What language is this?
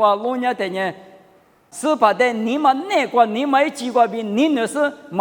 Lisu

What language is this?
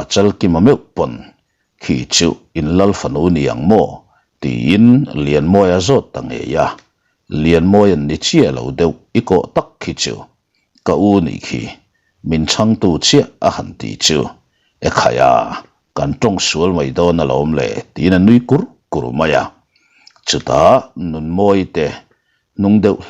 Mizo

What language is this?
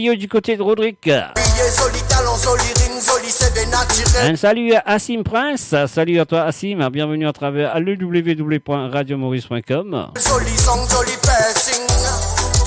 Morisyen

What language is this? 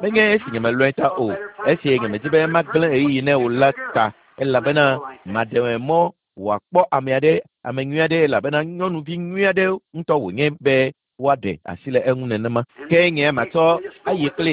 Ewe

